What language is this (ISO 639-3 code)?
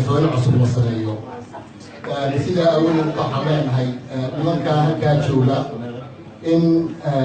som